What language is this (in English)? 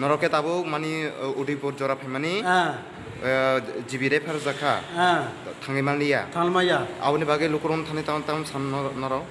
Riang (India)